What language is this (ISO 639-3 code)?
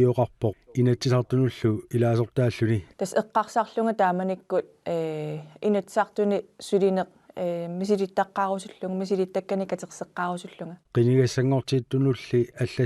kal